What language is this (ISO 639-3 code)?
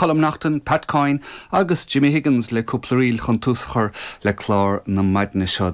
gle